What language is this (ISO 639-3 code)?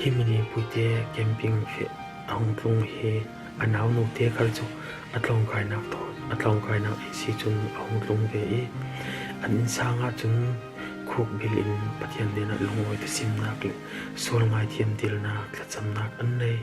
cfm